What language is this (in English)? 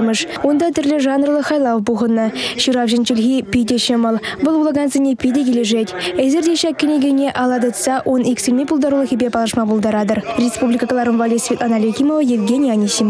Chuvash